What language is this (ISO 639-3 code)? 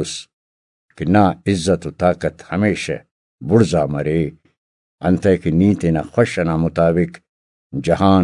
brh